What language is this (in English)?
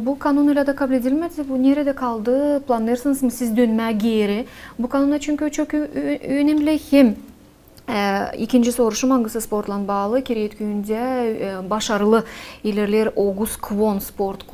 Gagauz